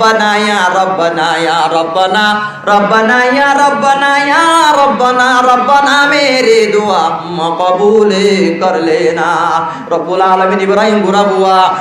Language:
Rohingya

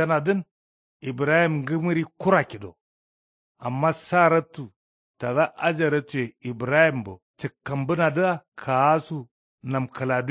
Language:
Kanuri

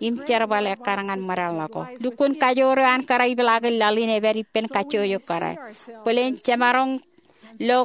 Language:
Marshallese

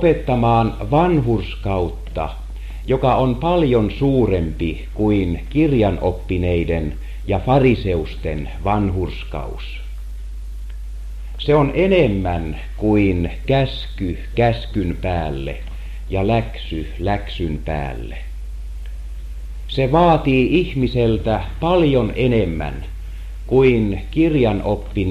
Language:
Finnish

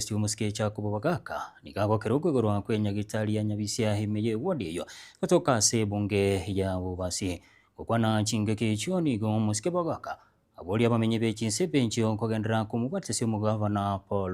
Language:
Gusii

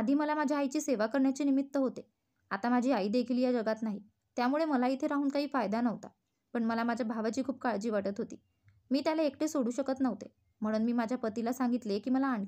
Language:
Marathi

